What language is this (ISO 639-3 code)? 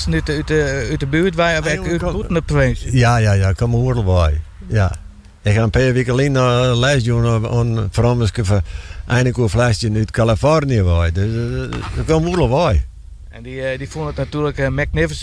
fry